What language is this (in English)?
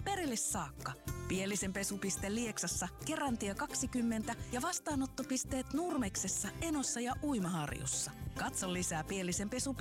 Finnish